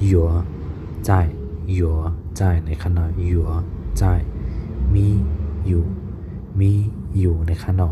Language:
Shan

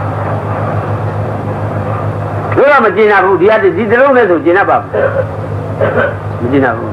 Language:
Burmese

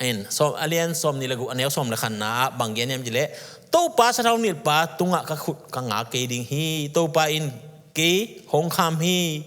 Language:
Tedim Chin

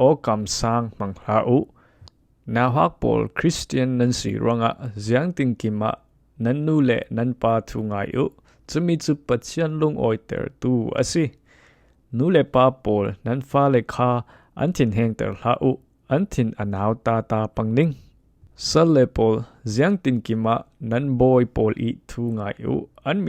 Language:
Falam Chin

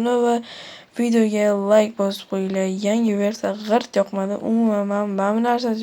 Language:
Uzbek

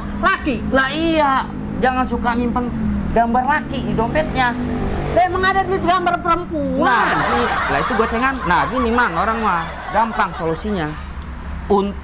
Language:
Betawi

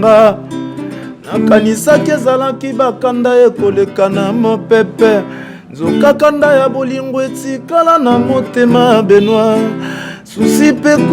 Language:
Lingala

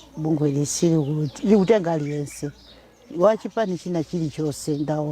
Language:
Nyanja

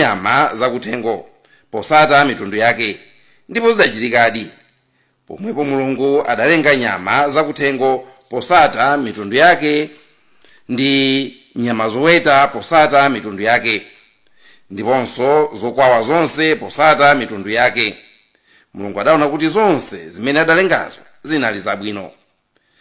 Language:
Nyanja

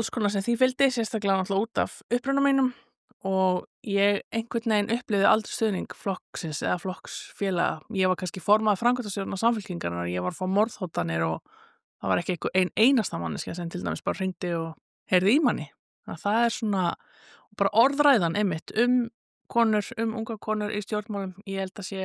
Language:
Icelandic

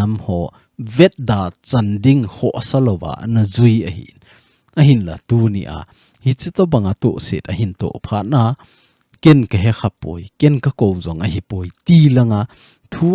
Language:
Thado Chin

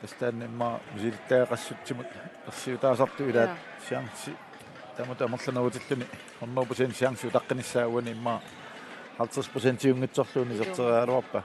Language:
Kalaallisut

